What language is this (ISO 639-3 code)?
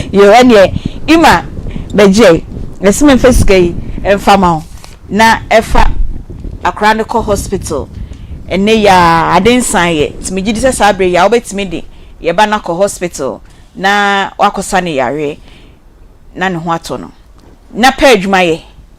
aka